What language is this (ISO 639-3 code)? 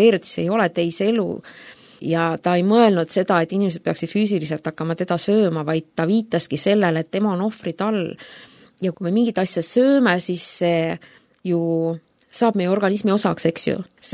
est